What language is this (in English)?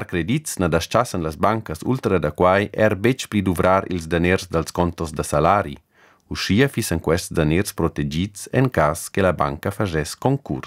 Romansh